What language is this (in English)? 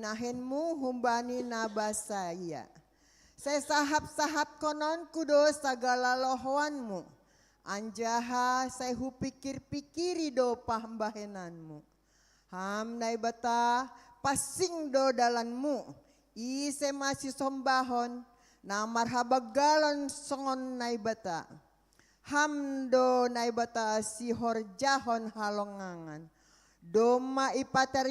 Batak Simalungun